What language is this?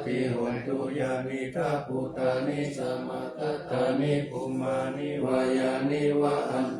Pali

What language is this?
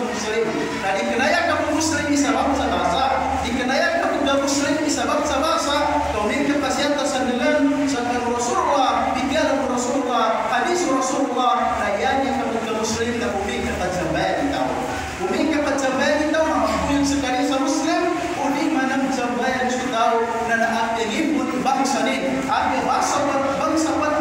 Malay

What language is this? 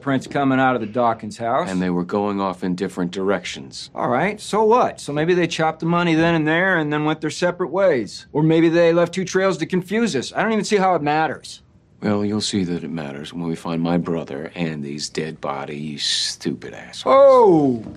English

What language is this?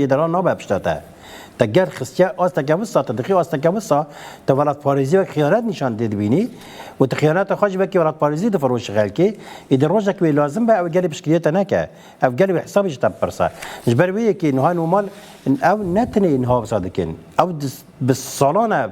Kurdish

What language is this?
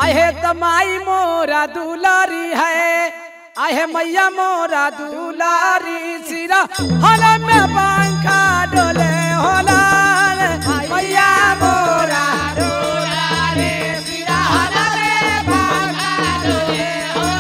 Bhojpuri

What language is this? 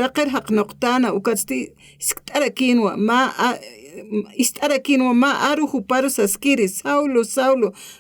Aymara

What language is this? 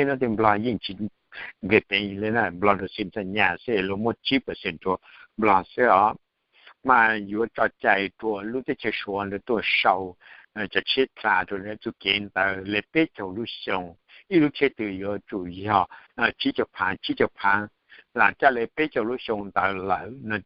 Hmong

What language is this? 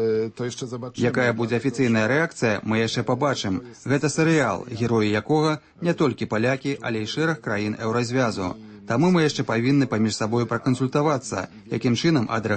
Belarusian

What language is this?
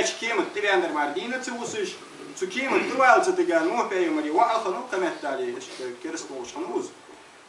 Ingush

